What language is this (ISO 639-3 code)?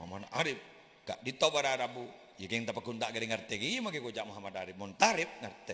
mad